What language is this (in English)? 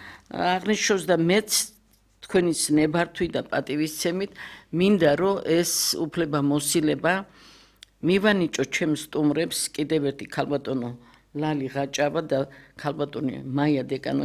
Georgian